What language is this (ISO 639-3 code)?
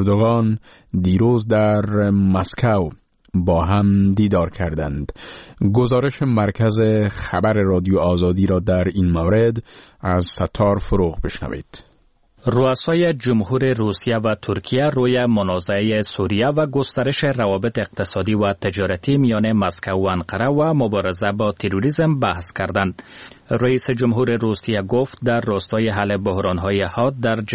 fas